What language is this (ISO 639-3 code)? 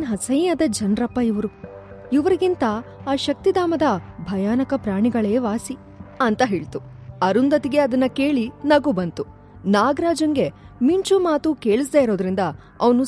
kan